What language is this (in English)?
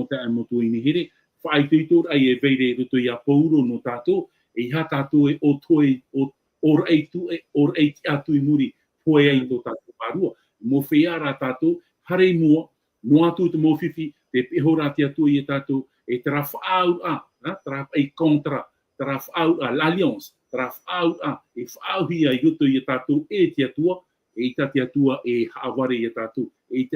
Tahitian